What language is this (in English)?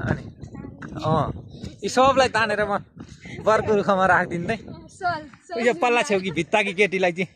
Nepali